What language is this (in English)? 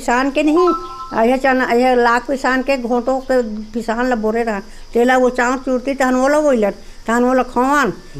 Chhattisgarhi